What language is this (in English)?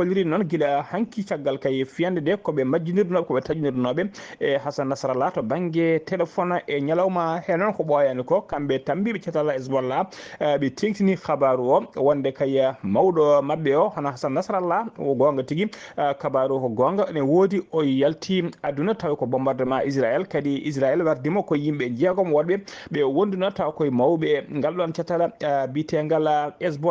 Fula